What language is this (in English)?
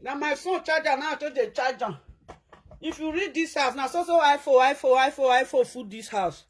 Nigerian Pidgin